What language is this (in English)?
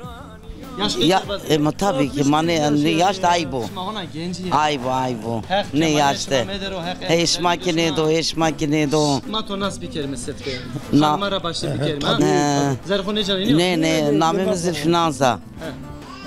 Zaza